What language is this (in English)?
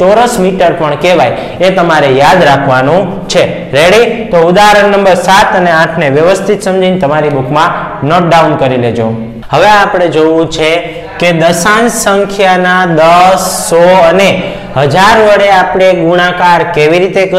Gujarati